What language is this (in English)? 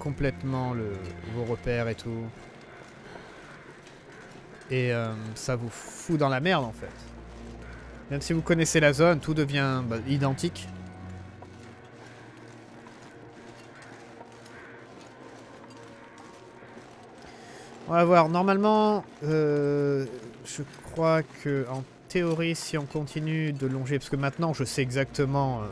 French